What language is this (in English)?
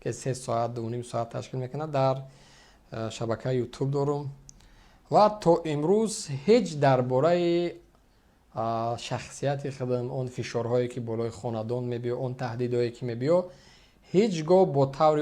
Tajik